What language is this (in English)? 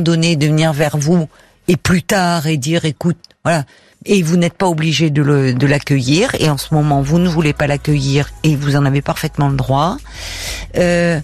French